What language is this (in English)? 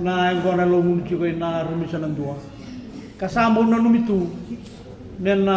Fijian